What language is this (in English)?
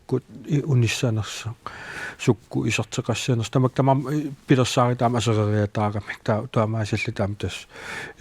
Kalaallisut